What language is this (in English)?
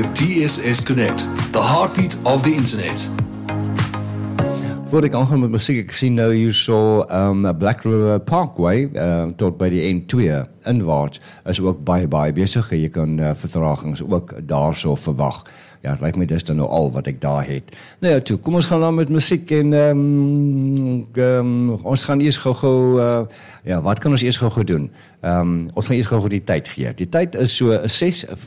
Afrikaans